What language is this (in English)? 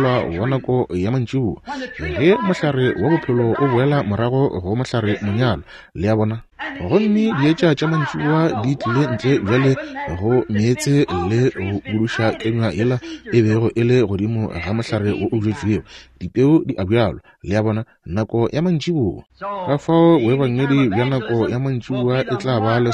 Northern Sotho